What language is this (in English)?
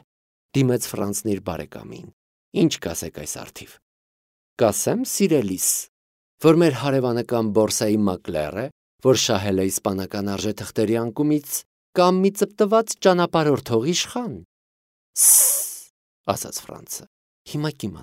Armenian